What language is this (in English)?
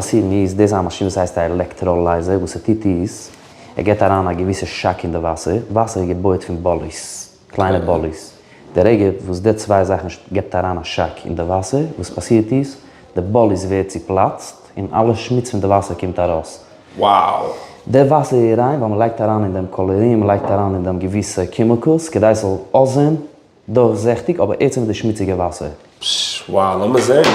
Yiddish